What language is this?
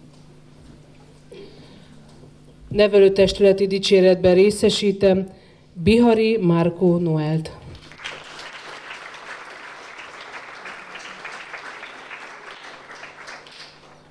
Hungarian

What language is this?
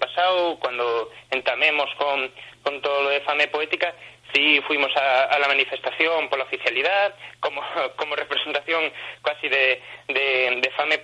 Asturian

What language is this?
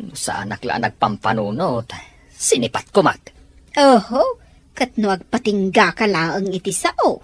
Iloko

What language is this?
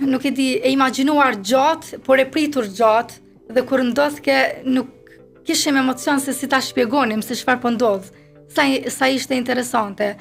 Albanian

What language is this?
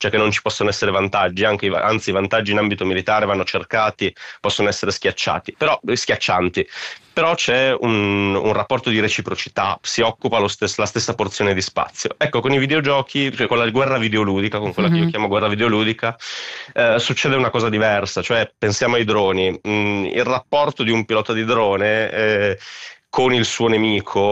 Italian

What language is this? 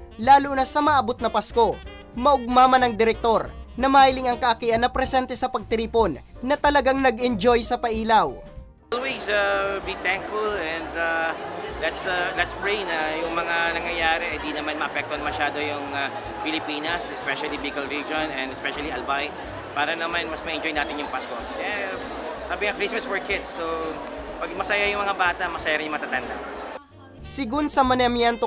Bikol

